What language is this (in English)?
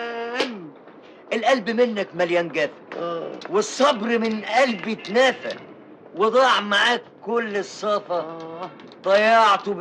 Egyptian Arabic